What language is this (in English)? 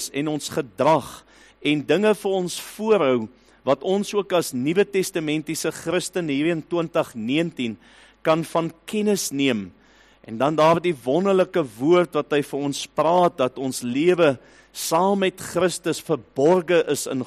Afrikaans